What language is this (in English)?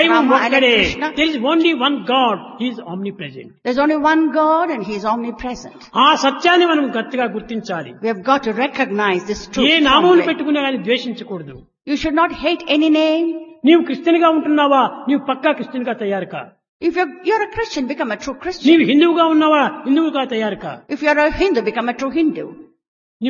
Telugu